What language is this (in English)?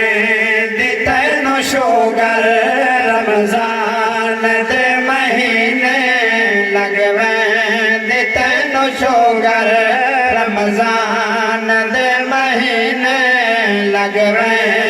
Saraiki